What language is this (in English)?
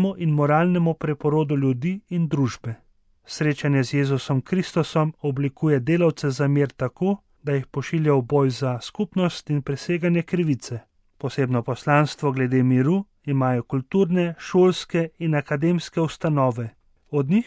Slovenian